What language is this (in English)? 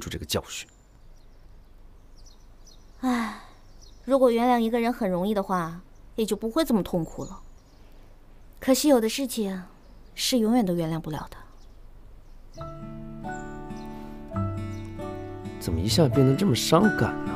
Chinese